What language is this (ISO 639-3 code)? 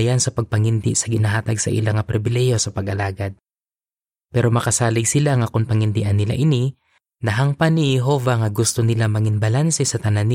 hil